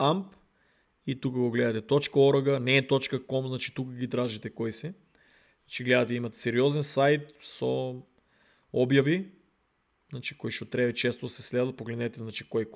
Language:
Macedonian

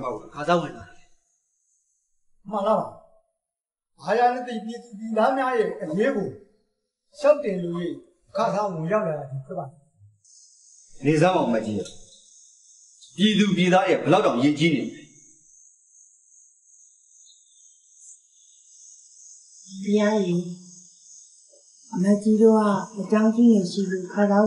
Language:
Burmese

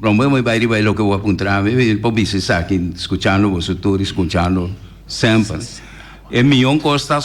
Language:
Papiamento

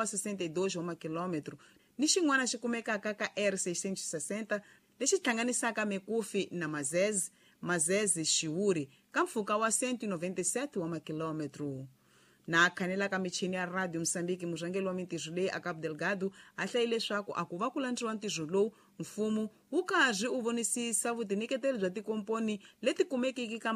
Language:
Tsonga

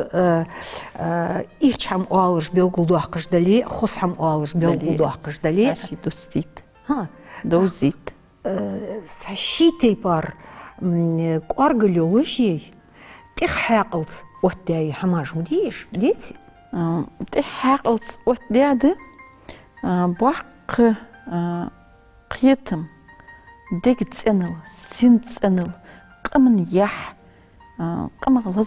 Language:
Ingush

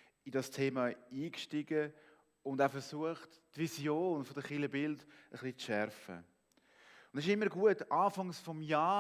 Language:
Swiss German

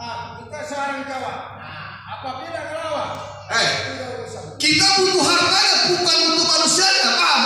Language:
Betawi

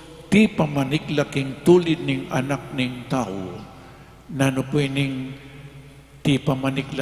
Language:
Pampanga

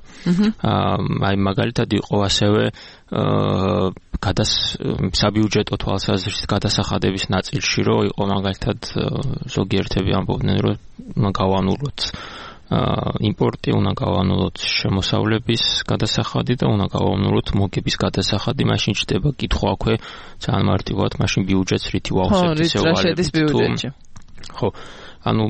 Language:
Georgian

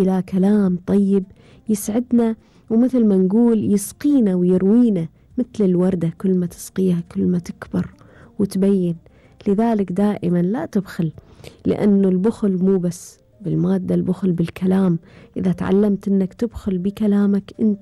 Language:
Gulf Arabic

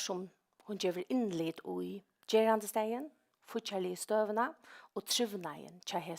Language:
Faroese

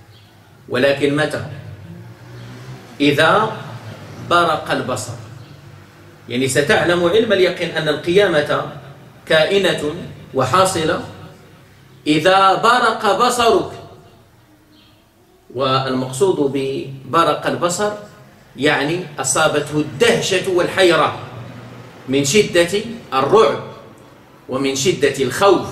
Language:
Arabic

